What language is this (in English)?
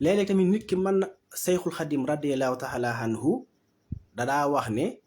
Wolof